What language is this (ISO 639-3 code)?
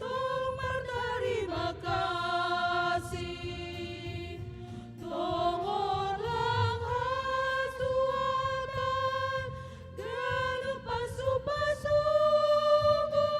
bts